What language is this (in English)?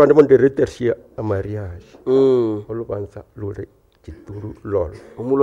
Nande